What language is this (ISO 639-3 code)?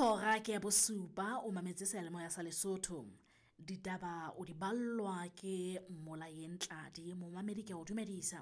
sot